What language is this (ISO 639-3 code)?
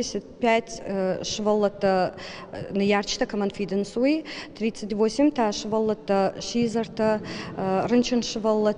oss